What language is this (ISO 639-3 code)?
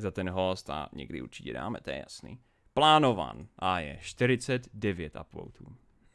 ces